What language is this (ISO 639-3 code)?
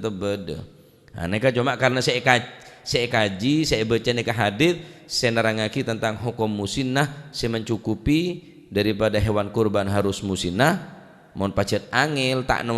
mad